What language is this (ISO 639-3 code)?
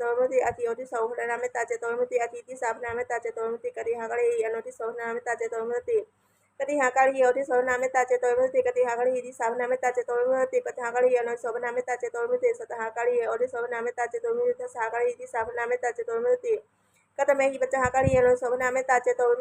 pli